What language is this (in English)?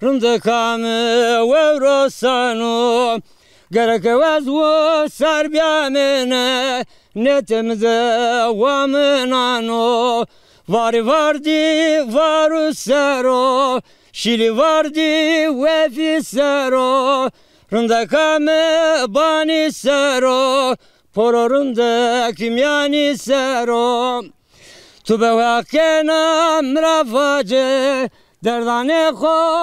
Zaza